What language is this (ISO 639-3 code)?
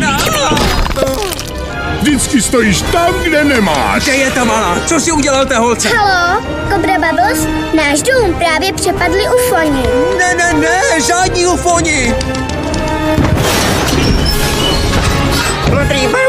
ces